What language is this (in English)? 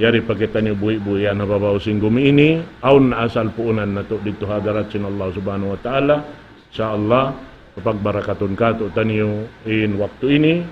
Tausug